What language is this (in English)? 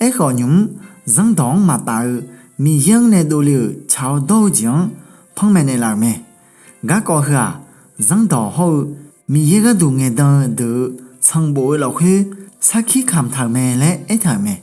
Akha